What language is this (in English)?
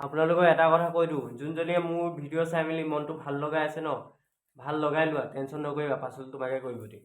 Assamese